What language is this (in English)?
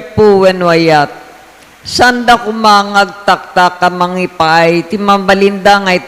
Iloko